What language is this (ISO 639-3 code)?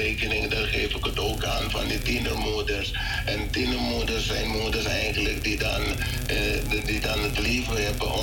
nld